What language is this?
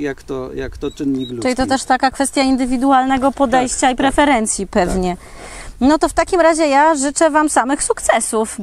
Polish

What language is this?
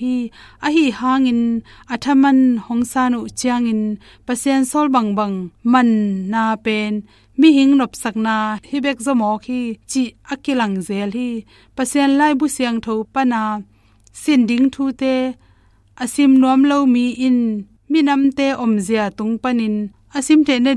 Tedim Chin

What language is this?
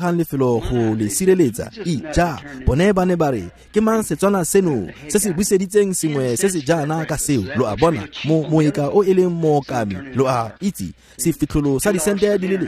Tswana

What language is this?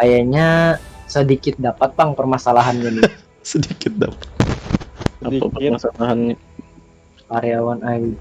Banjar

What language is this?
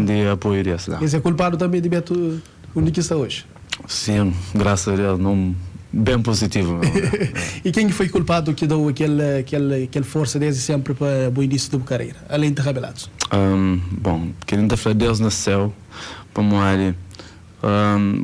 Kabuverdianu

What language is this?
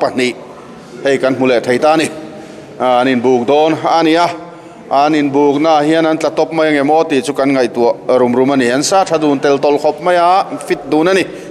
Mizo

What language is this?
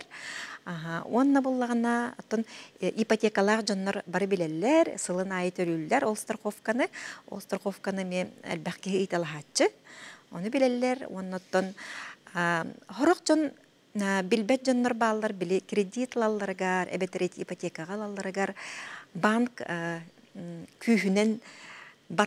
Yakut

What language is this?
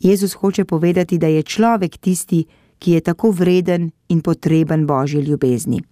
Slovenian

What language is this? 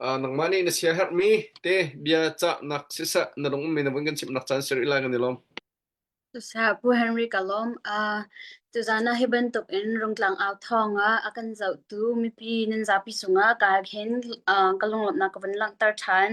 Hakha Chin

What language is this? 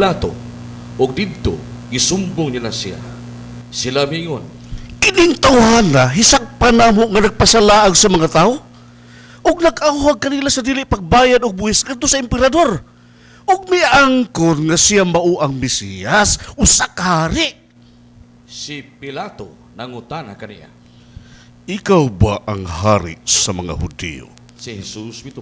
Cebuano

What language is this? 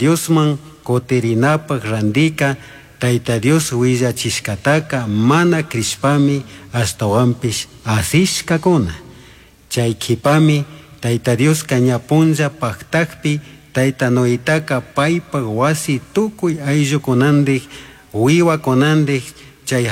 Chimborazo Highland Quichua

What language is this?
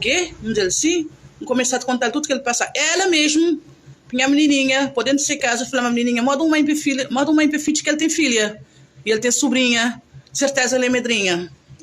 Kabuverdianu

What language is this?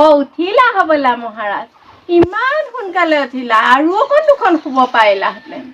Assamese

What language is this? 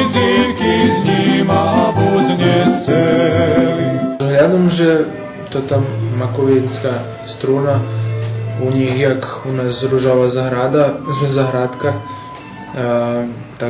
Rusyn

